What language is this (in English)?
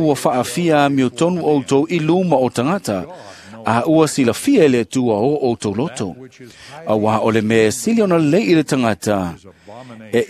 Samoan